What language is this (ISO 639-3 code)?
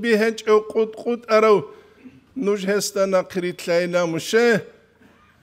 ava